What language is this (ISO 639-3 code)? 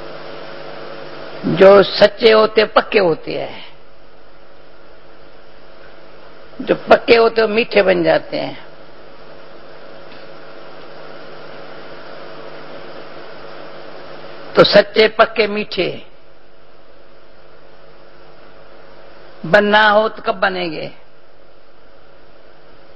hin